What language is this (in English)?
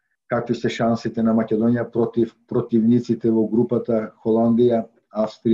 Macedonian